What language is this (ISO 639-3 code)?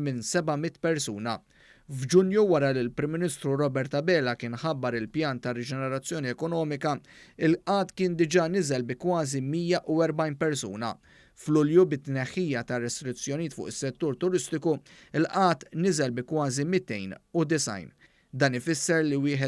mlt